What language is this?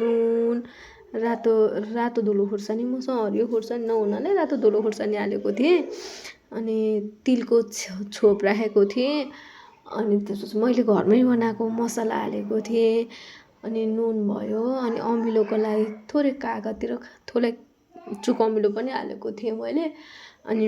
Nepali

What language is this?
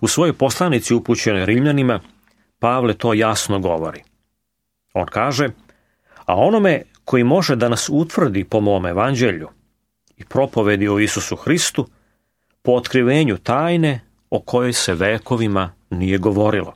Serbian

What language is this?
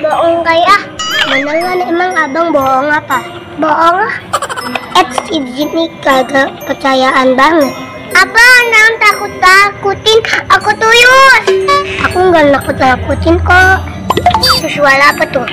Betawi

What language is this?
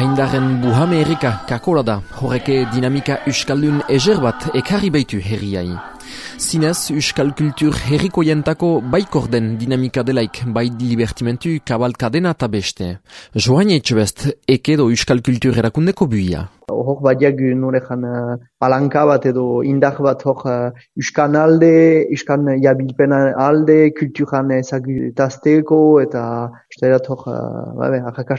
Basque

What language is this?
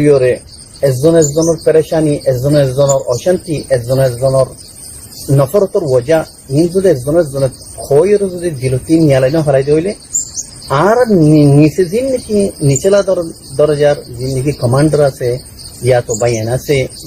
Rohingya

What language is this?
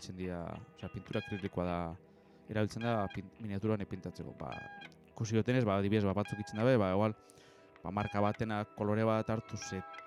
Basque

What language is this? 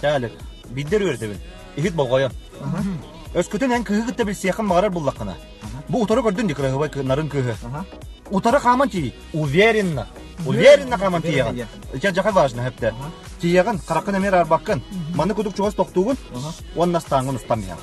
Yakut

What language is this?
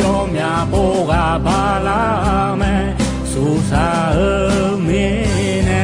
Akha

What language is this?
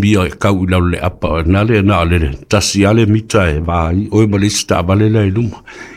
Samoan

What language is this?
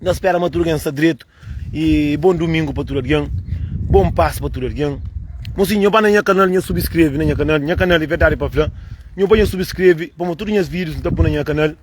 Kabuverdianu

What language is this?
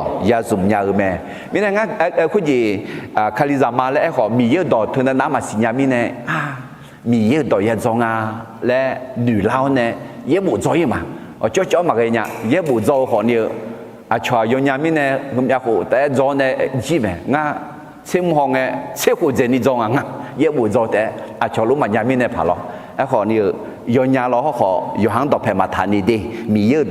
Akha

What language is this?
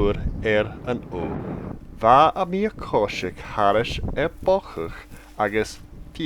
Scottish Gaelic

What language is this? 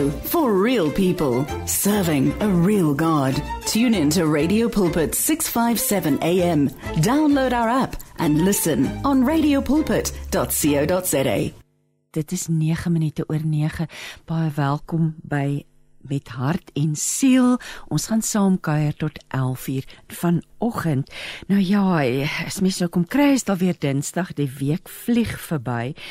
Afrikaans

